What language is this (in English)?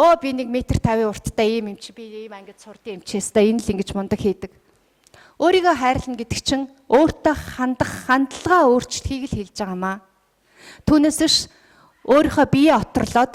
Mongolian